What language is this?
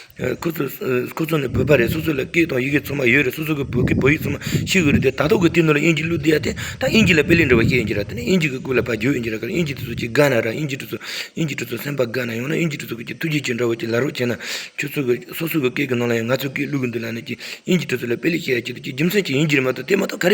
Tibetan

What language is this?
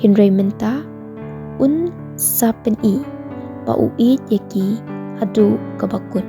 Khasi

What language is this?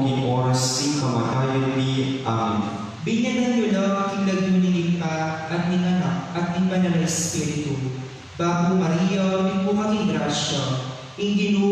Pampanga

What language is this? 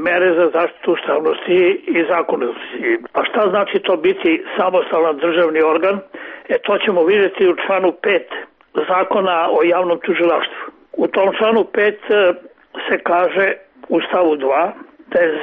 Serbian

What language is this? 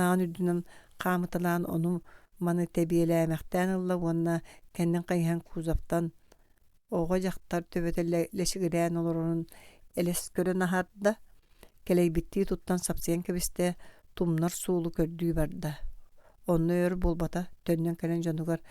Yakut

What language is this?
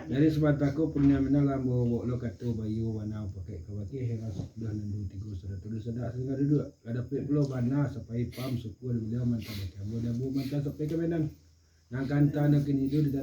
Minangkabau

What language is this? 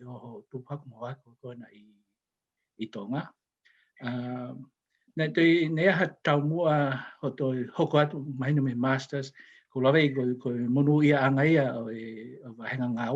Tongan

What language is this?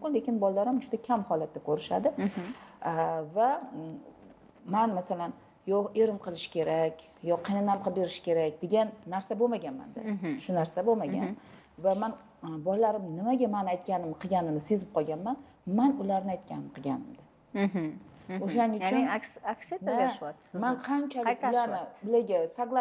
Uzbek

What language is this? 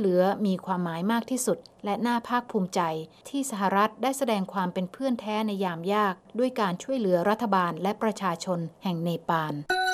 Thai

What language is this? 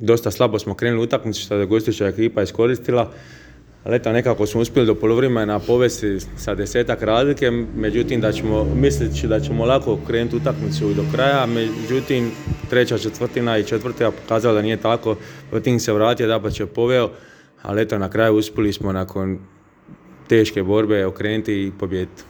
Croatian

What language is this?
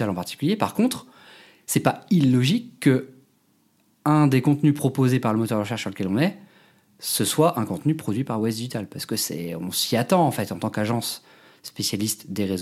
French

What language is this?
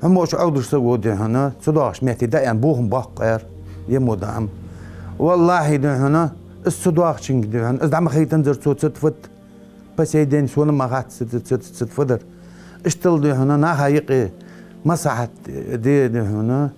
Ingush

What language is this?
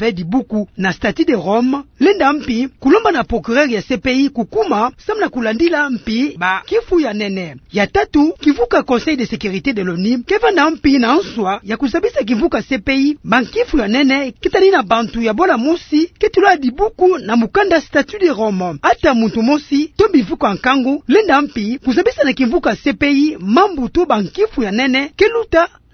Kituba (Democratic Republic of Congo)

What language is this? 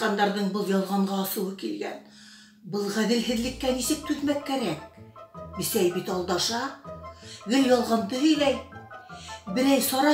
Bashkir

